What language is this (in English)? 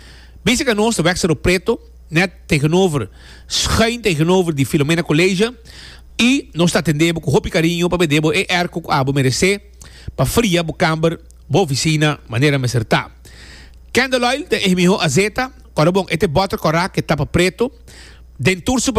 Papiamento